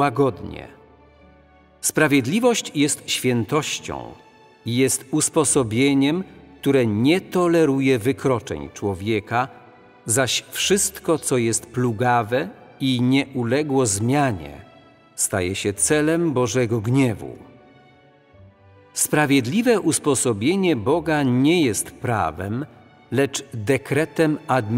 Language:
Polish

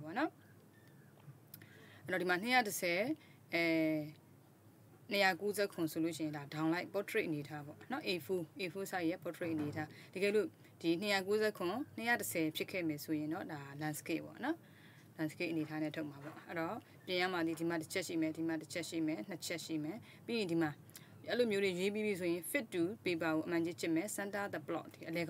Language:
Burmese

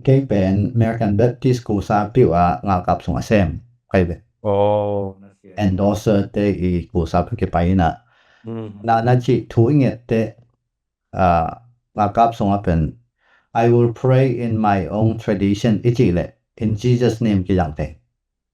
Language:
Tedim Chin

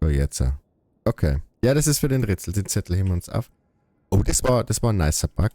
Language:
Bavarian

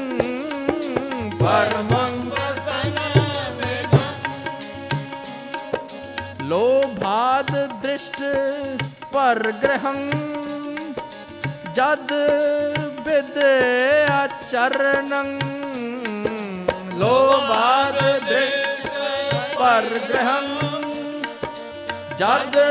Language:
Punjabi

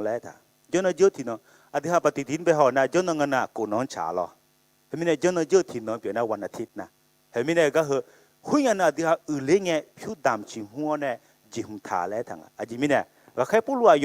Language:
Akha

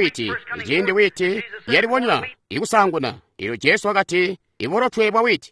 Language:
Tonga (Zambia)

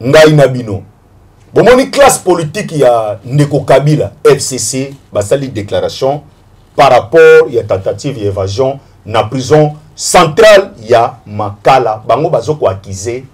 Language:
Lingala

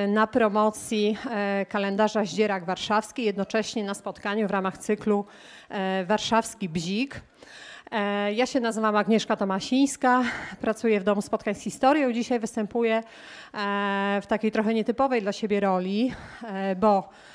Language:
Polish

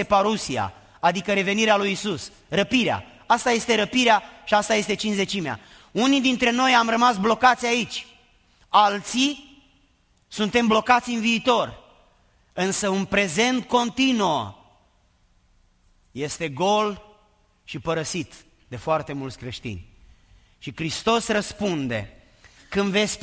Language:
Romanian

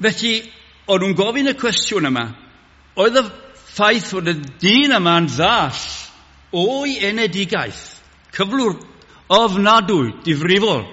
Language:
Welsh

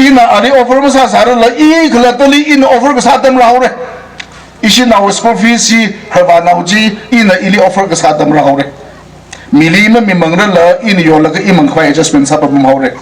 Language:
Tangkhul Naga (India)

